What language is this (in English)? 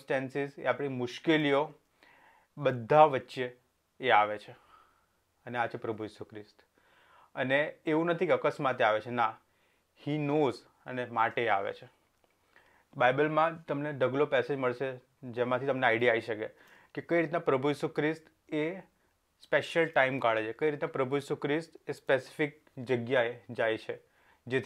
Gujarati